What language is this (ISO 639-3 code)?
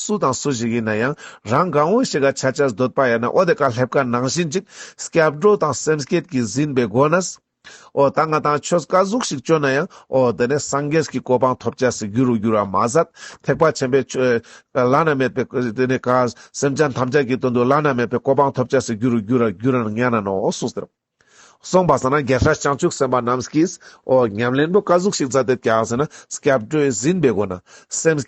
lbj